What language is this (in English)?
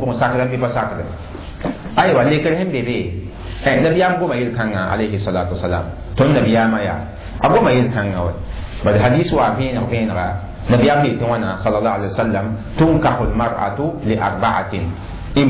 Mossi